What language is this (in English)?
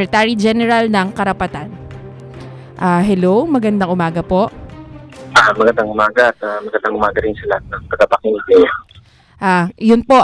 Filipino